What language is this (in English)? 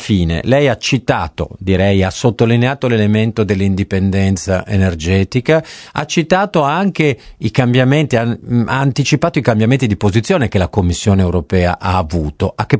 Italian